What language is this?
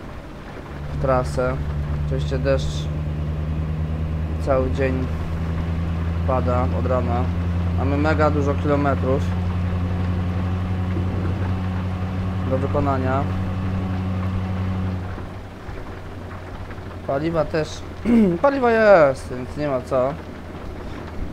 Polish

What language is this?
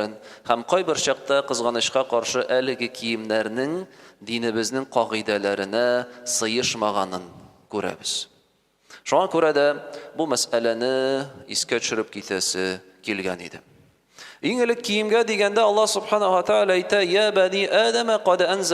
Tatar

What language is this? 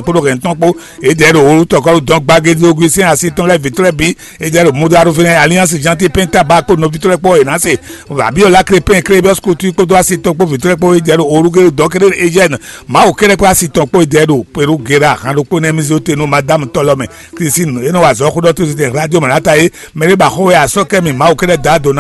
Fon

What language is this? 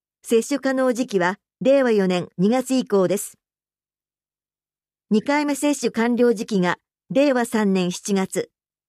Japanese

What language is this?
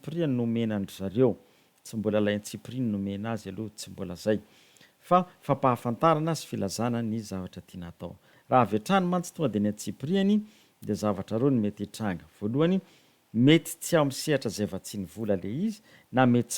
Malagasy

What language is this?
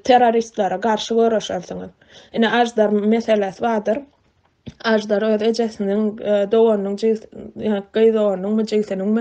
Turkmen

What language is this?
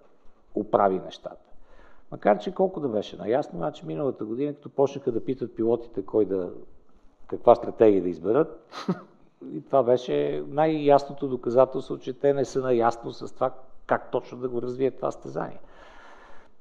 Bulgarian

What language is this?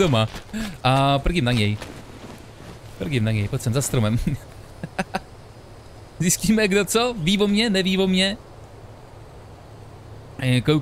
Czech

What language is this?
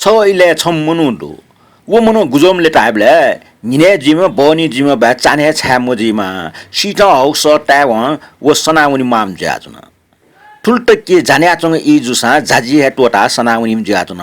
Newari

